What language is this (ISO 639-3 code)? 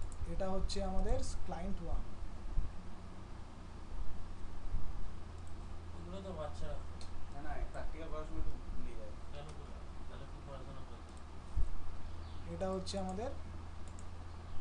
ben